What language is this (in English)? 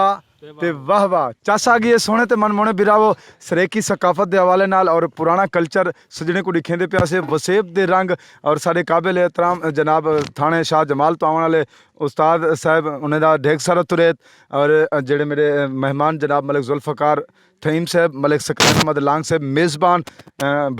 Saraiki